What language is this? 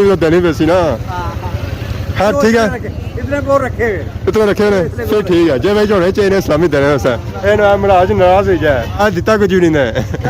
Pahari-Potwari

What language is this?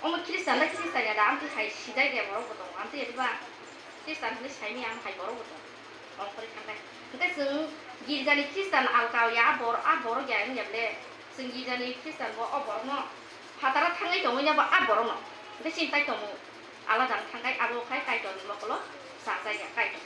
Kok Borok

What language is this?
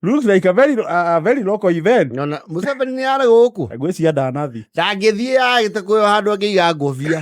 Kikuyu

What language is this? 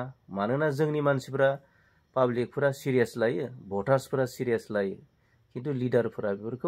Bodo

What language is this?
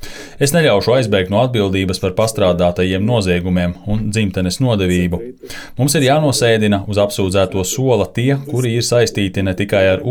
Latvian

